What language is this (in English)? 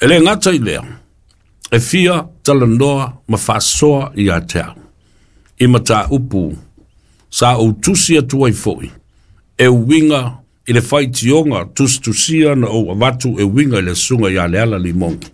Samoan